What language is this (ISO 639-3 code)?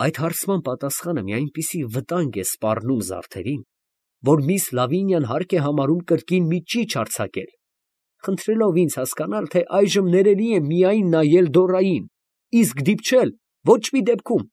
hye